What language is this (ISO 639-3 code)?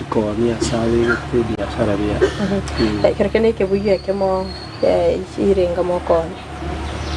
guz